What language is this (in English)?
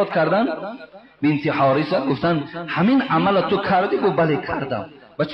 Tajik